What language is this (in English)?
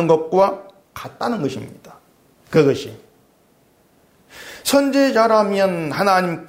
Korean